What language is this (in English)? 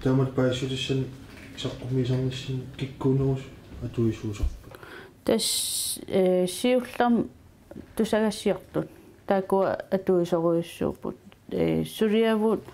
Kalaallisut